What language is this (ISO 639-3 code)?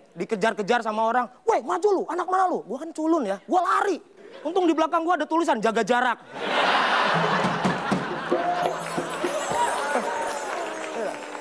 ind